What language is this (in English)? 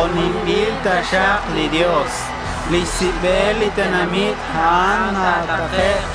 Kekchí